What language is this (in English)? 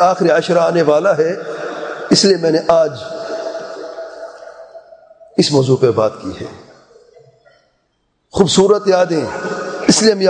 Urdu